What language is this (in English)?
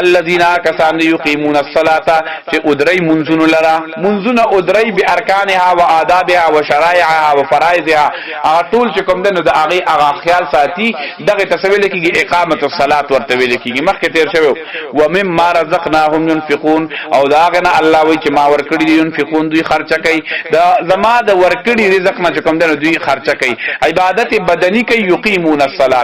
Pashto